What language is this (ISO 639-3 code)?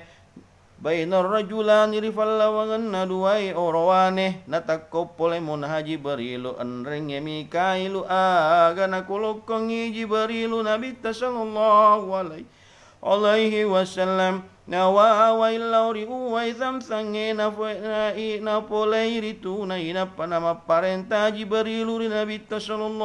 bug